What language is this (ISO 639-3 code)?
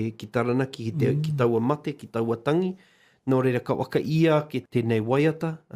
mri